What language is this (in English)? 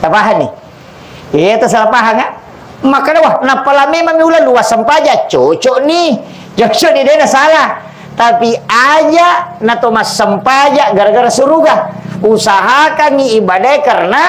Buginese